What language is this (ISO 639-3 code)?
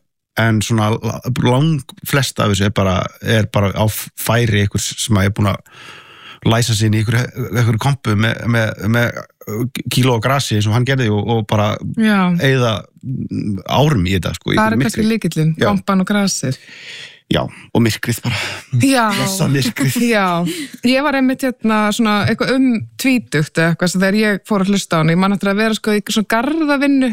isl